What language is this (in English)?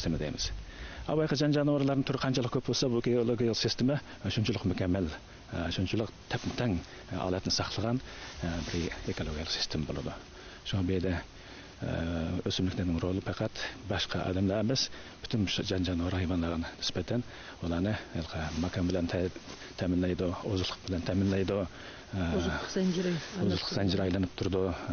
Uyghur